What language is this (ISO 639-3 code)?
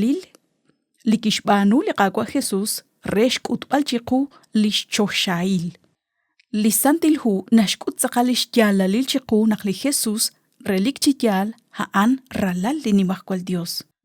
kek